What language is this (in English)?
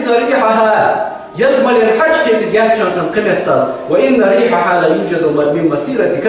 Ingush